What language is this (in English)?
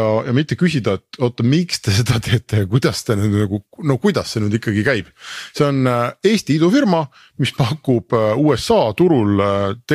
Estonian